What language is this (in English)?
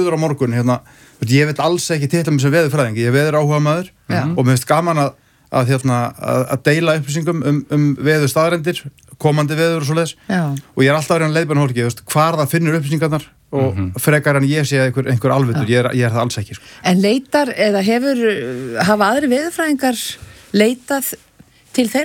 Icelandic